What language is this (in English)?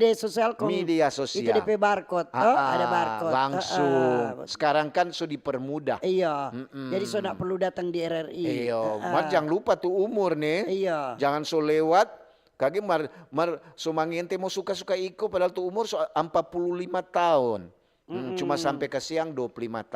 Manado Malay